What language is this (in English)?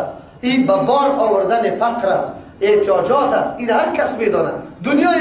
Persian